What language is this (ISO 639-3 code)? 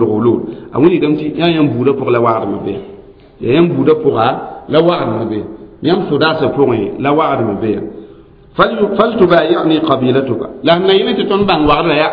mos